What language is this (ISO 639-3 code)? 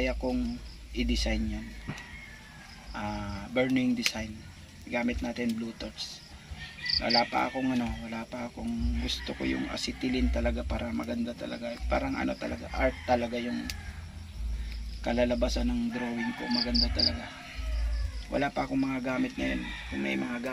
fil